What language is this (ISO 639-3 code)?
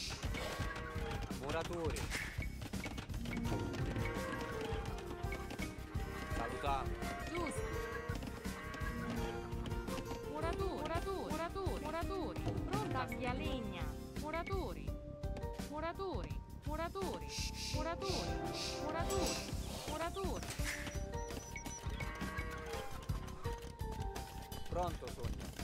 ita